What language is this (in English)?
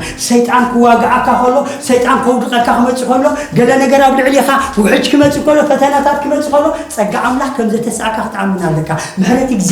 Tigrinya